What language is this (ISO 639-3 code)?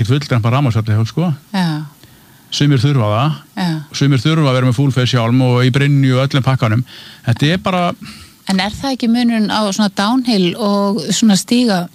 isl